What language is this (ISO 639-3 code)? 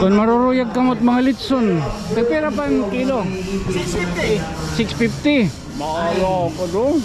war